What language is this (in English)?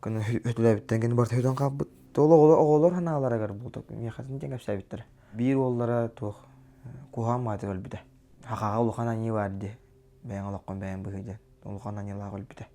Yakut